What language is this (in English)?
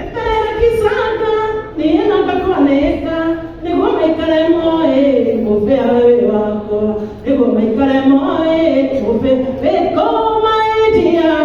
Kikuyu